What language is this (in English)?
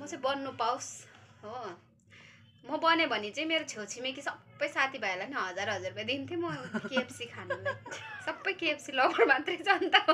Nepali